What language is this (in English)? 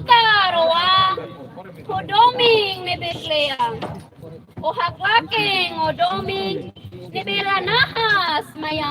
Tetum